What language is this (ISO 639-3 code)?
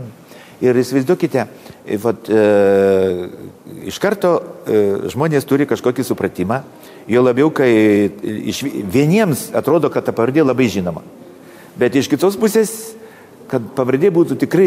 lit